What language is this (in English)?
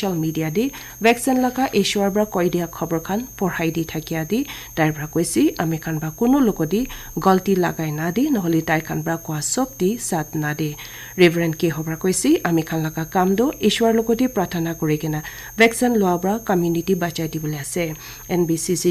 Naga Pidgin